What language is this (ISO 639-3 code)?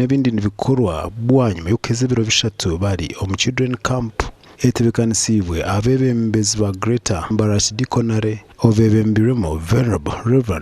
nyn